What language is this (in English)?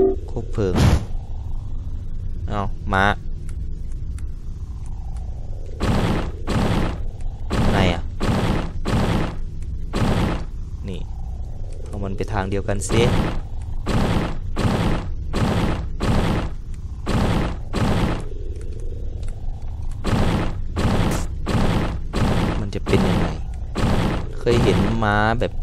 Thai